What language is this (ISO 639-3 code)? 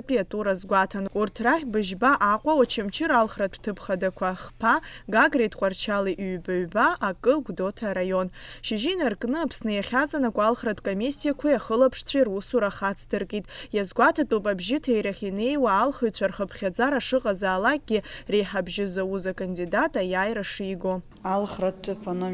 abk